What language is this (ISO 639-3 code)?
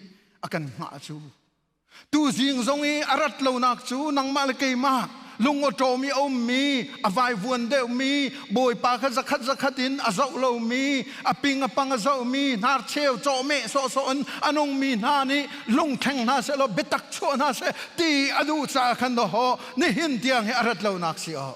cnh